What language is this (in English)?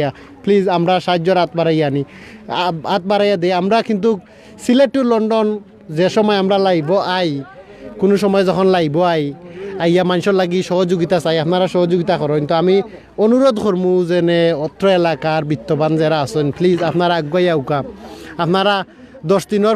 Sylheti